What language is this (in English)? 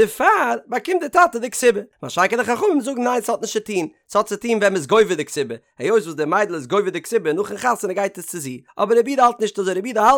Yiddish